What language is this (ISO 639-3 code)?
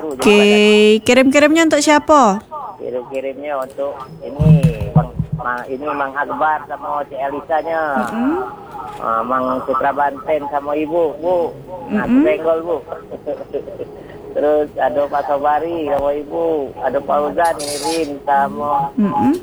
ind